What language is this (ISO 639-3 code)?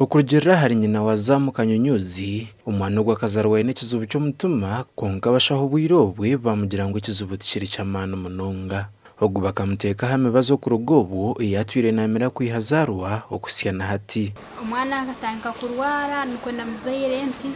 nyn